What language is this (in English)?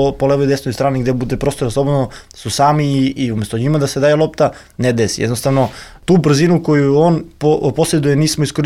Serbian